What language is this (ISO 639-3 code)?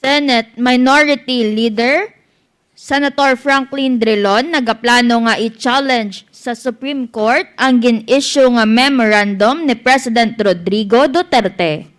hil